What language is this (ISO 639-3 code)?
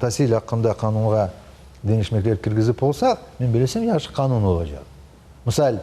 crh